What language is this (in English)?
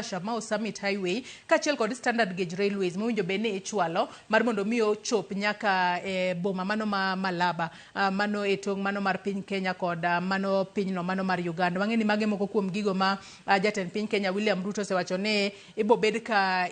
Luo (Kenya and Tanzania)